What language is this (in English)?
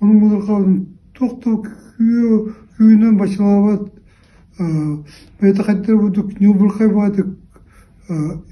Yakut